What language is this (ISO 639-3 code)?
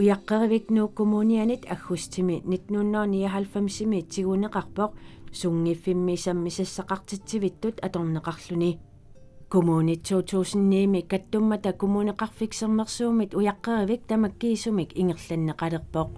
kal